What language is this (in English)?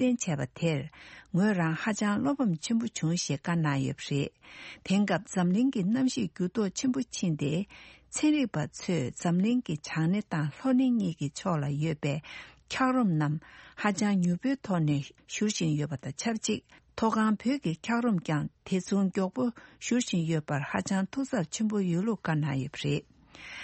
Tibetan